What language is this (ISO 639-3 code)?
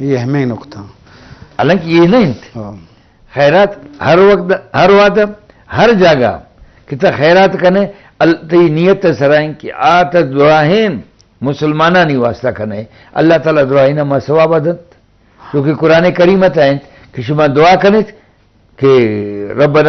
bgp